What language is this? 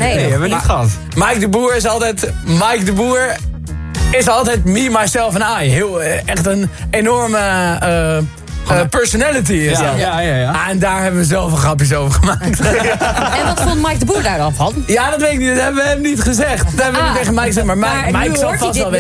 Dutch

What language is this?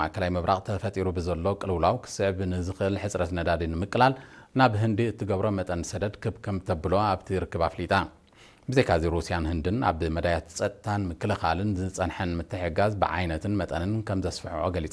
Tigrinya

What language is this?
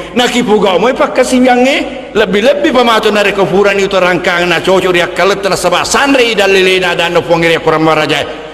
Buginese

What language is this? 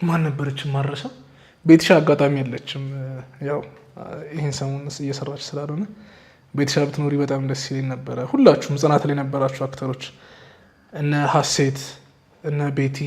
Amharic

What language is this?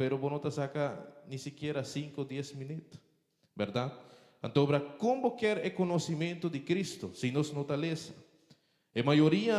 Papiamento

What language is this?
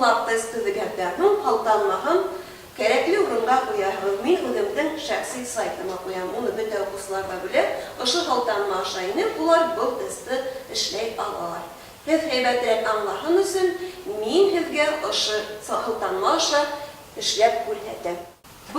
Bashkir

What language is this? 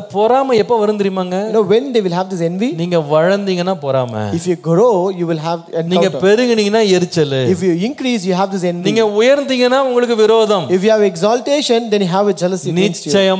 Tamil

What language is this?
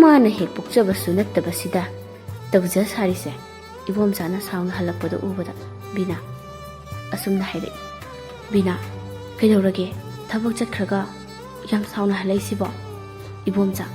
Manipuri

